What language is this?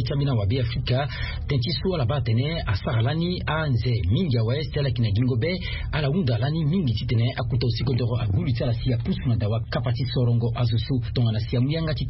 Sango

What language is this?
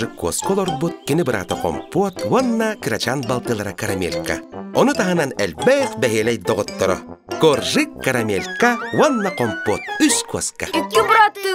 Yakut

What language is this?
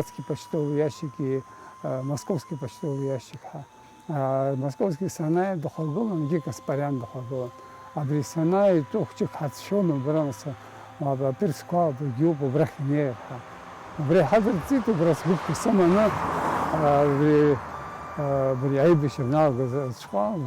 Abkhazian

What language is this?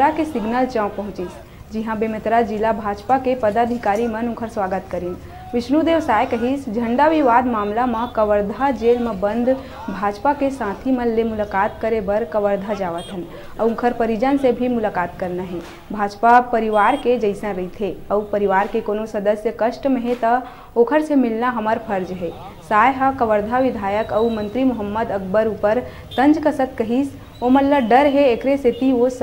Chhattisgarhi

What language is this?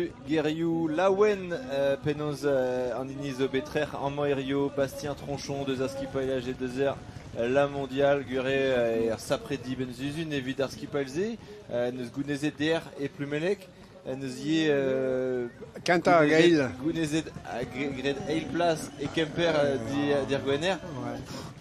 Breton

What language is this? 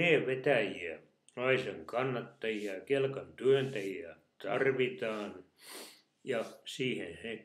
Finnish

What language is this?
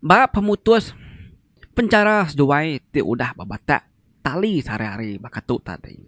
Iban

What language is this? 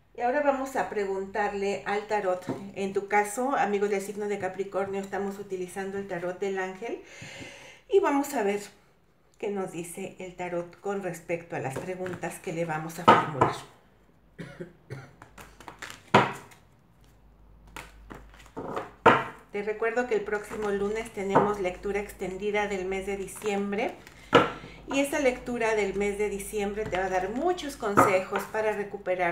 Spanish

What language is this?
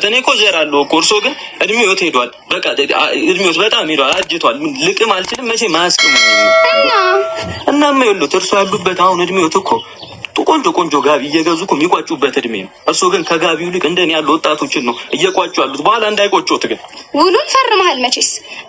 Amharic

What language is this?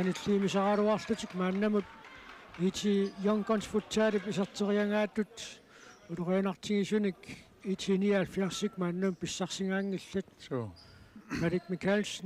Kalaallisut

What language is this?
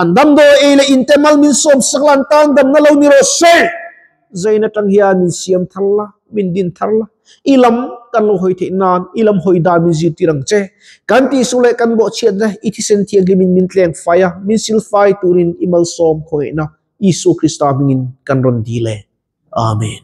Mizo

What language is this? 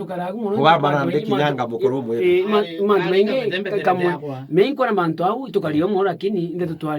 Meru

